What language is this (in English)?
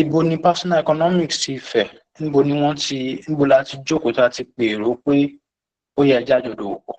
Yoruba